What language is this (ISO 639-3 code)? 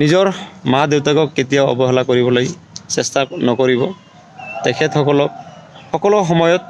asm